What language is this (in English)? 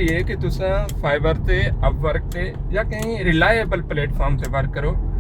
Saraiki